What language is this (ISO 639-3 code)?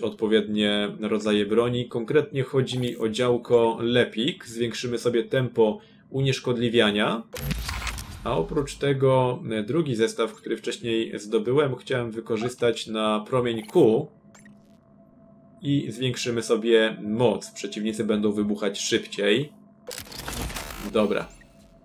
pol